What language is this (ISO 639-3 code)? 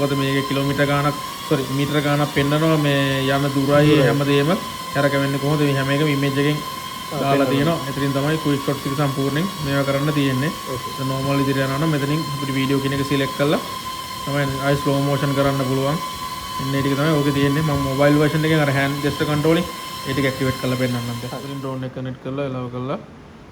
sin